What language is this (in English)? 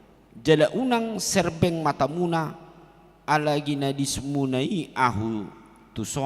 Batak Toba